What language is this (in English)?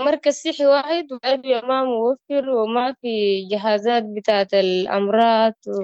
Sudanese Arabic